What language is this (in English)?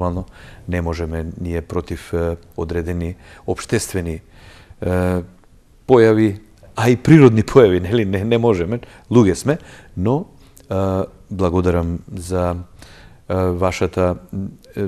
Macedonian